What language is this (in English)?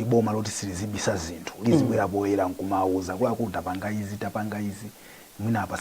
Nyanja